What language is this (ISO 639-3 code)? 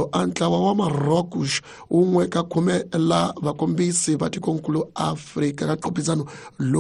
tso